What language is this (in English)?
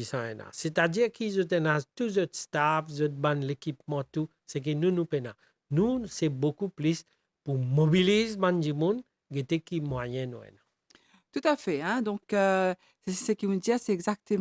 Morisyen